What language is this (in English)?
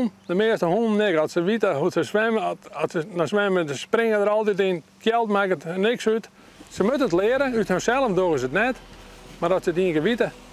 Western Frisian